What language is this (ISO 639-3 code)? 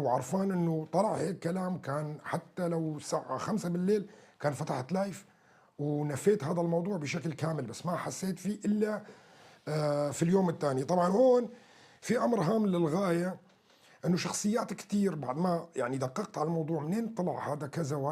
apc